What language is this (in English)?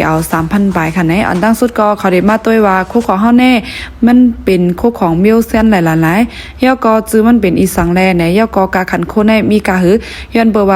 Shan